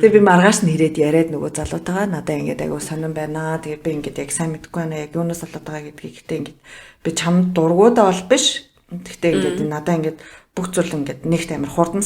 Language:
Mongolian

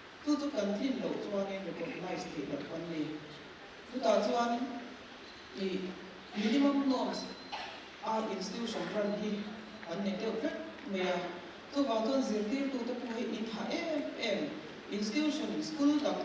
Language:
Mizo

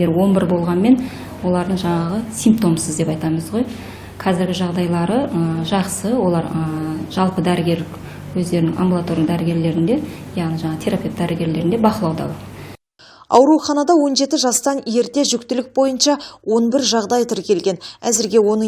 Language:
Kazakh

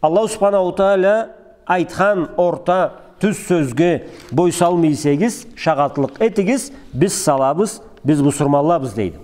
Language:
Karachay-Balkar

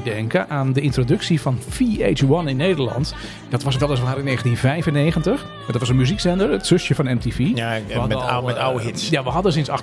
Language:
Dutch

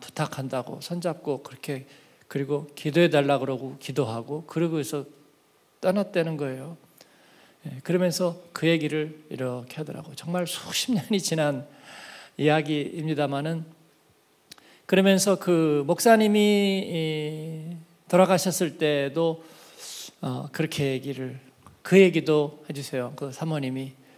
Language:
Korean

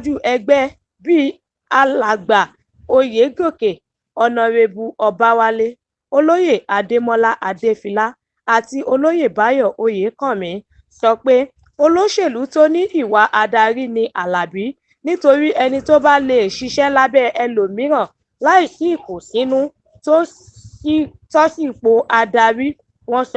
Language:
Yoruba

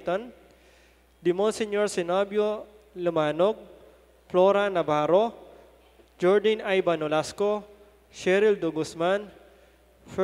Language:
Pampanga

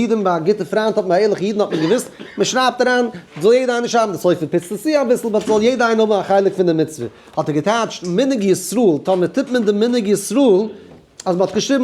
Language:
Yiddish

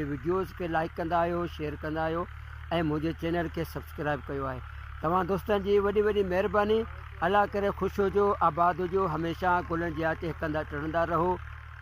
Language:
Sindhi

